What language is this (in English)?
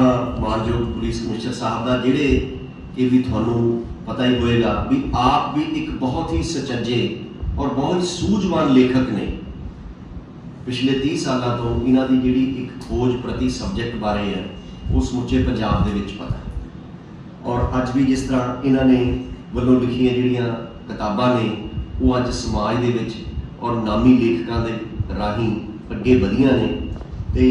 Punjabi